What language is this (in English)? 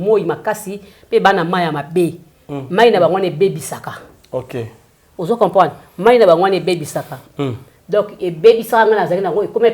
Lingala